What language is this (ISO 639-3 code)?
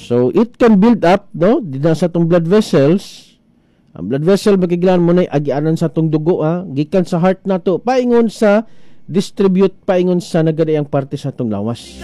ceb